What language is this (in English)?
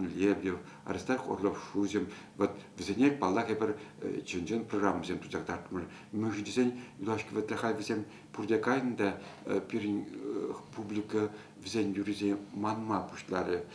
Chuvash